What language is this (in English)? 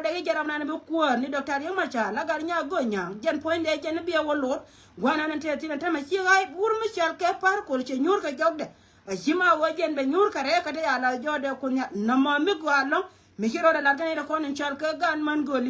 Nuer